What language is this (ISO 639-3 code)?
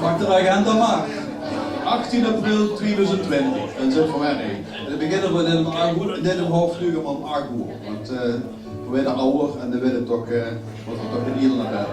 lim